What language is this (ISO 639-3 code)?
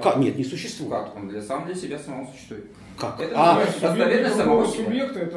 rus